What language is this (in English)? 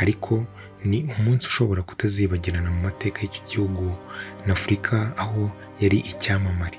Kinyarwanda